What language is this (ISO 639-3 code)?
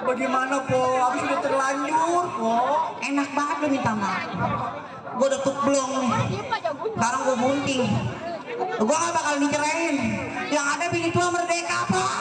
bew